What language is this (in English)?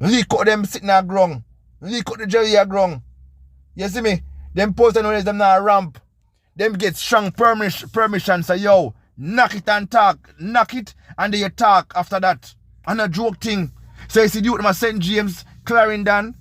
Jamaican Creole English